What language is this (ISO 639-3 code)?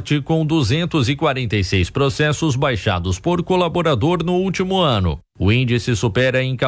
por